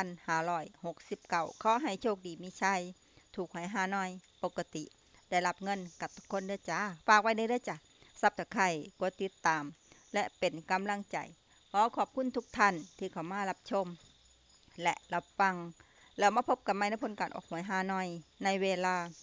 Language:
Lao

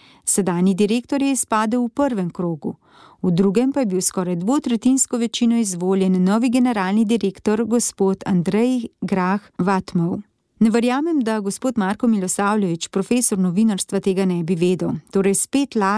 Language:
Slovenian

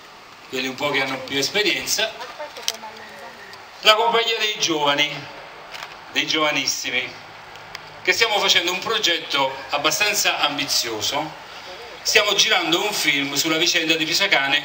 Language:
Italian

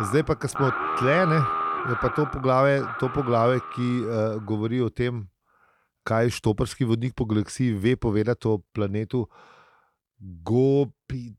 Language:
Slovenian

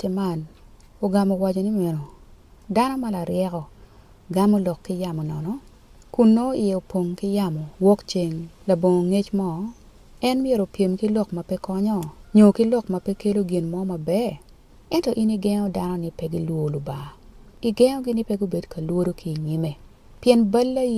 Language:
Acoli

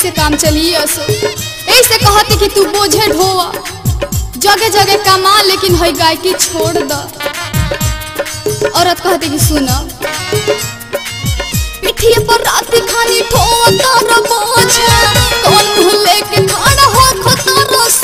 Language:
Bhojpuri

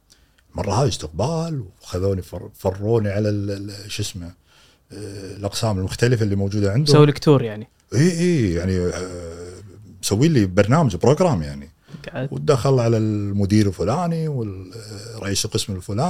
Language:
Gulf Arabic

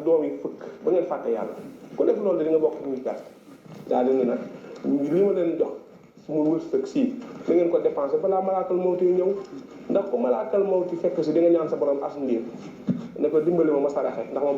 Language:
Wolof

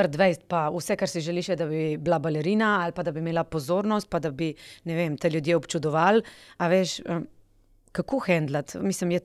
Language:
Slovenian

